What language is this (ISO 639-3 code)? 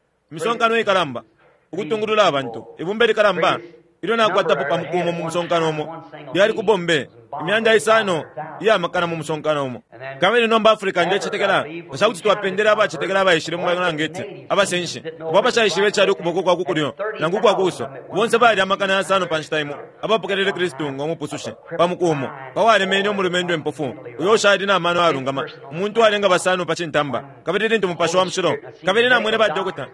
bem